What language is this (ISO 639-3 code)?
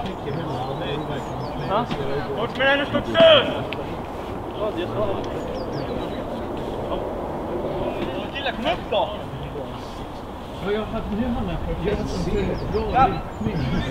swe